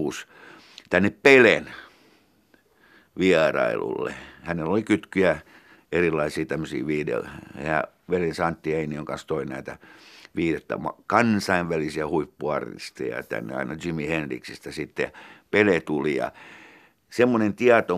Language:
Finnish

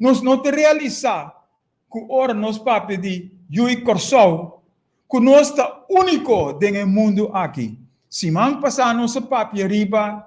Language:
Papiamento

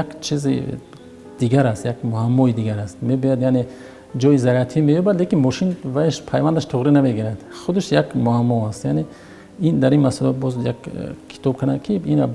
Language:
Tajik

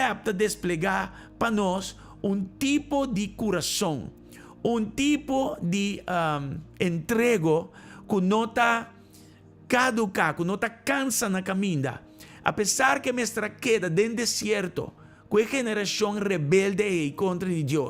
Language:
Papiamento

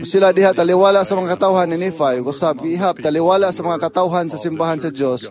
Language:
Cebuano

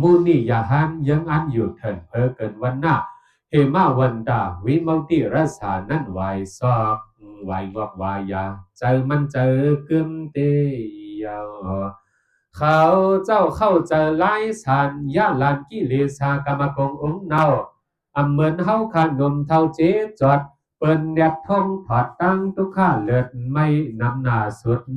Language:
Shan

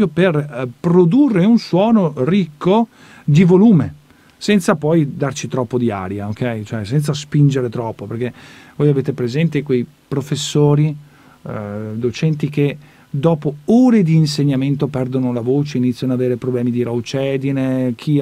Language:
Italian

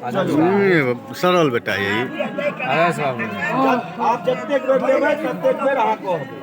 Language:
Maithili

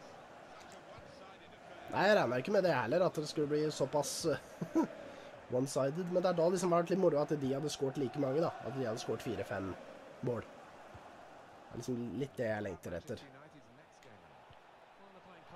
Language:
Norwegian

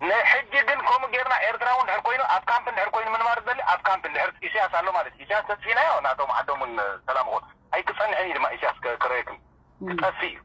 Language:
Tigrinya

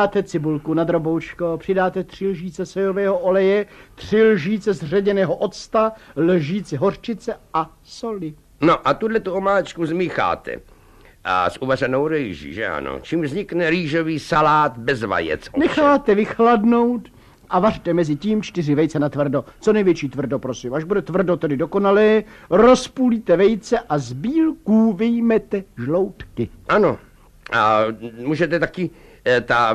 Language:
Czech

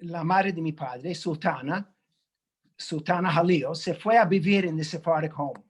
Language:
Ladino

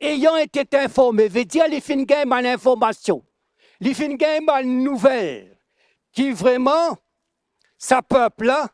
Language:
Morisyen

